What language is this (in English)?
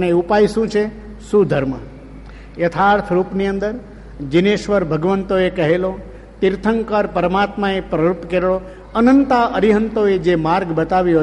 Gujarati